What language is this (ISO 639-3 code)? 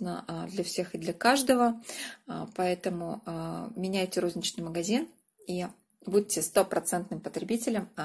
rus